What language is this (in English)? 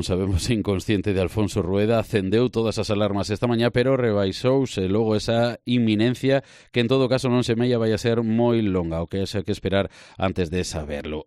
Galician